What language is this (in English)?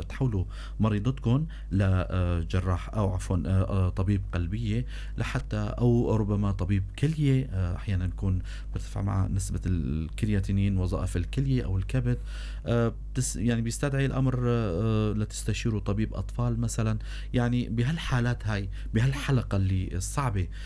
North Levantine Arabic